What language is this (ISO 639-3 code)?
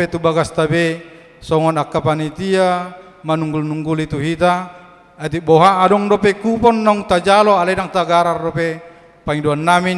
bbc